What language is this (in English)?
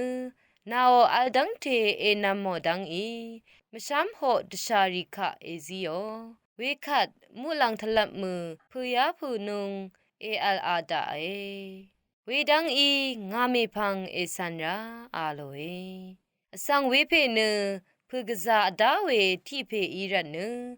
Rawang